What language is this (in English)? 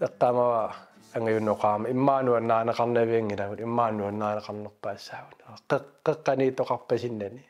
Kalaallisut